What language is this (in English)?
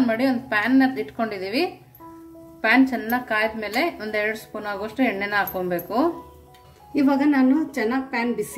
Kannada